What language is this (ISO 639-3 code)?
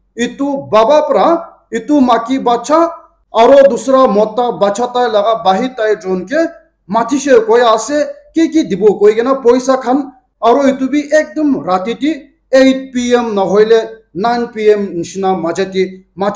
nag